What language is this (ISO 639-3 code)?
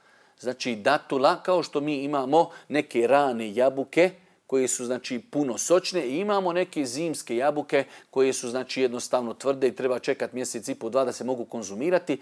bos